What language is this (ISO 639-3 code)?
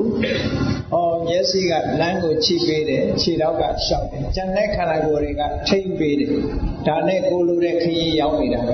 mya